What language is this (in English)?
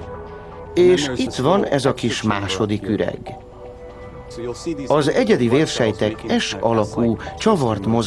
Hungarian